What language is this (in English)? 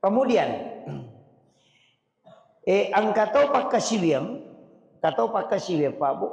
Buginese